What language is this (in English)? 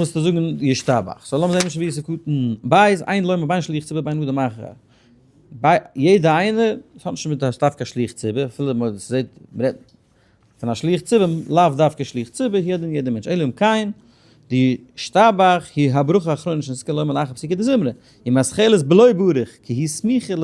Yiddish